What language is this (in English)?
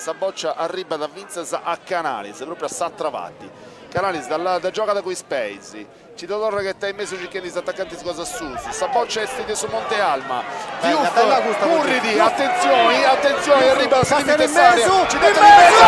Sardinian